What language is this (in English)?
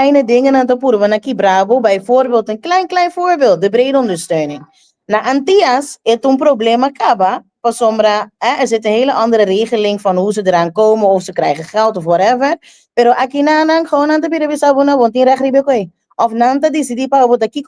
Papiamento